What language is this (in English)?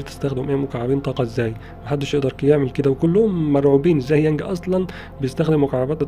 Egyptian Arabic